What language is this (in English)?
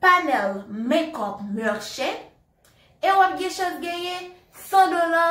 Haitian Creole